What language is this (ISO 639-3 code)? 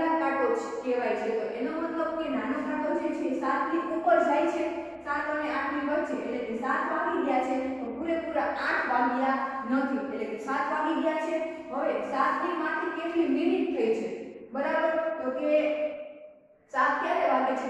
guj